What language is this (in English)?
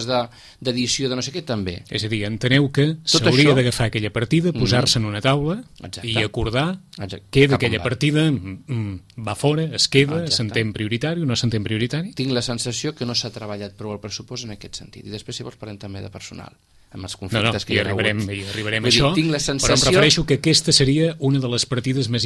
Catalan